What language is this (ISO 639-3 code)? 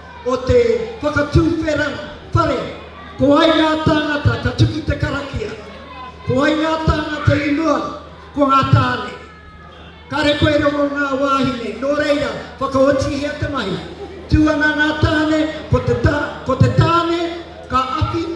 mri